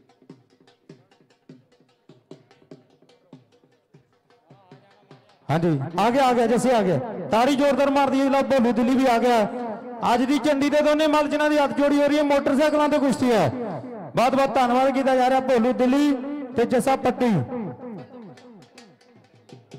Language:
Punjabi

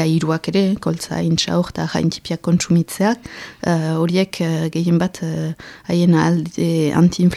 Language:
Basque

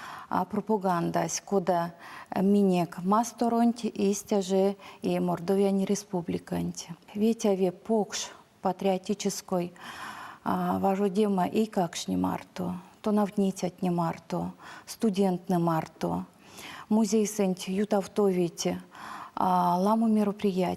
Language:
Erzya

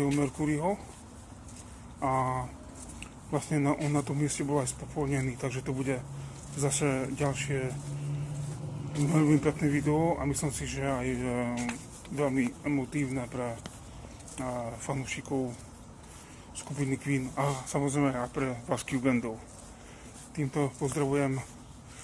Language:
Slovak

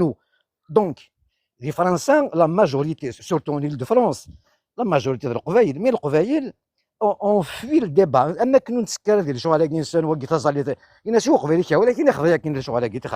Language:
Kabyle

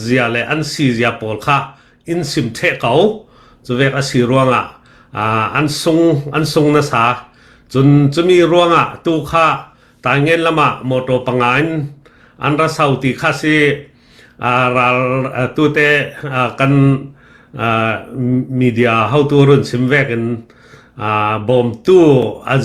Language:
Falam Chin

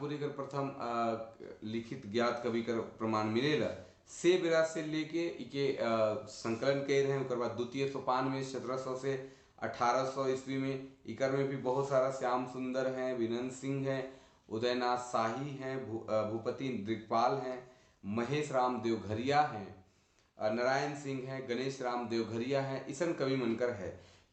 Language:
Sadri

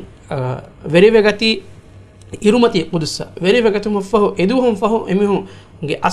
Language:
Divehi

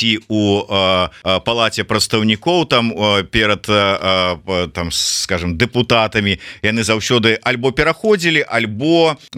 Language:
Belarusian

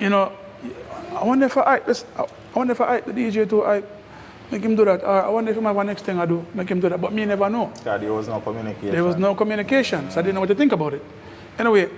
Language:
Jamaican Creole English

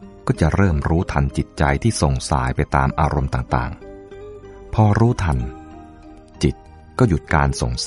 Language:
Thai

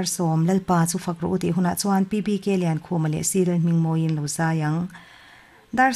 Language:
Mizo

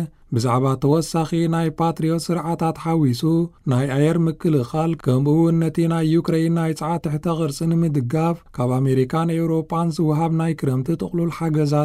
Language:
Tigrinya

